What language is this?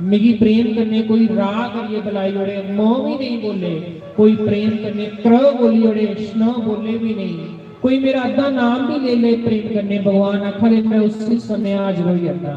Dogri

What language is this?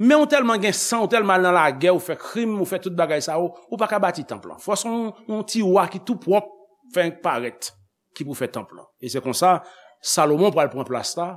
Haitian Creole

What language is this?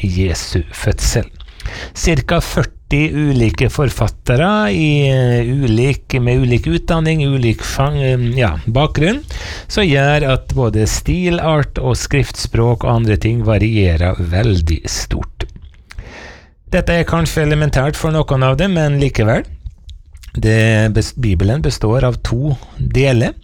Norwegian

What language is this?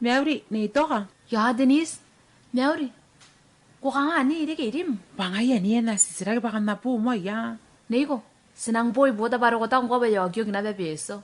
Gilbertese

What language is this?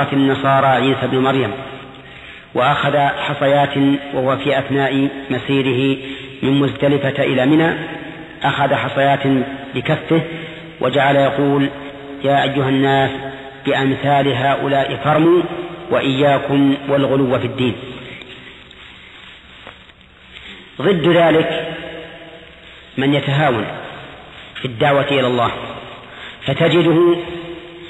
Arabic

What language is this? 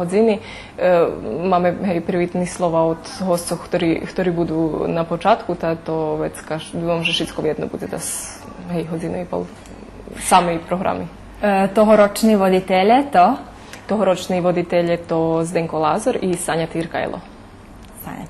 Rusyn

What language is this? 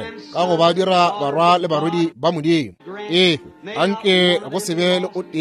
Northern Sotho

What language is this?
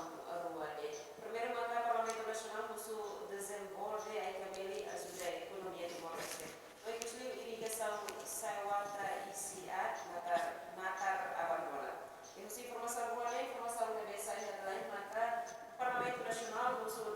Tetum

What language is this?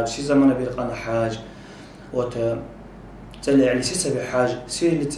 Dargwa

